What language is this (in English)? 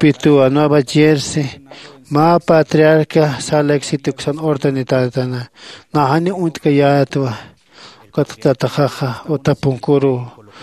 Aymara